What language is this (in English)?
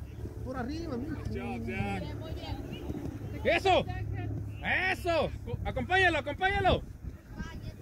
Spanish